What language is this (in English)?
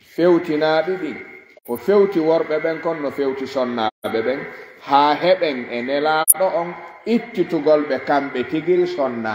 Fula